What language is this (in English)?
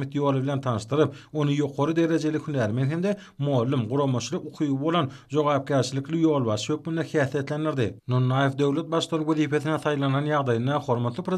Turkmen